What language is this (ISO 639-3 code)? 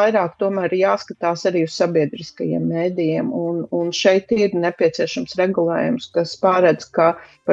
lav